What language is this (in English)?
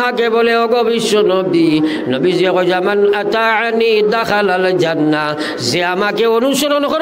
Sylheti